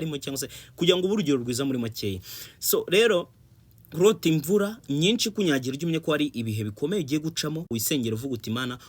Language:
Kinyarwanda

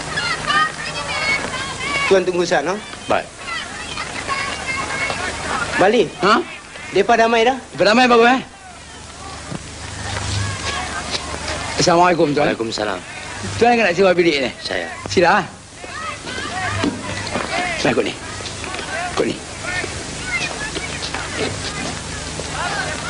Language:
Malay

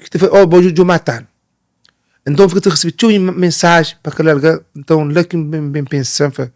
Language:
Kabuverdianu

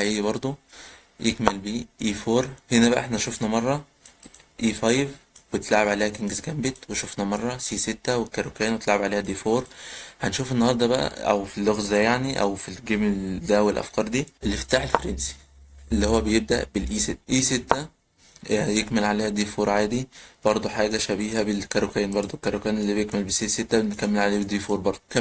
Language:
Egyptian Arabic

